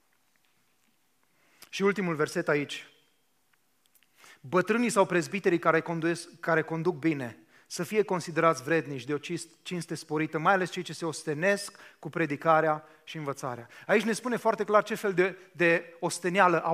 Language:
Romanian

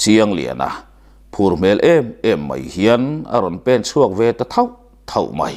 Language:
Mizo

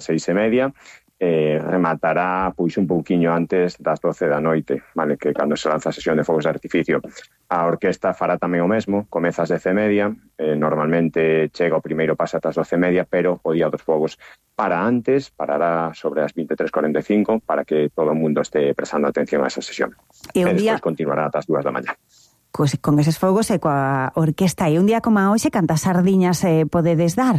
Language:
Galician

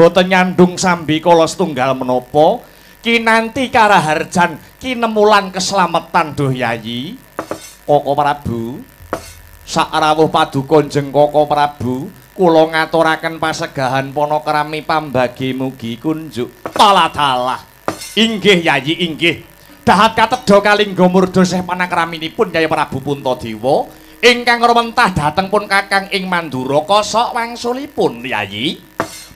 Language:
Javanese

